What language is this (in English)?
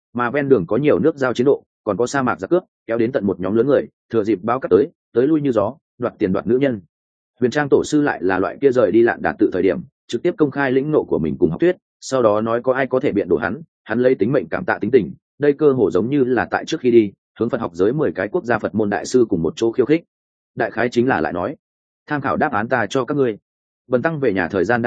Vietnamese